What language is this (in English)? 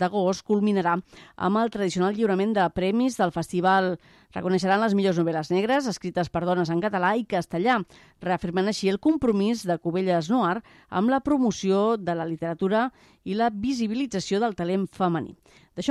Catalan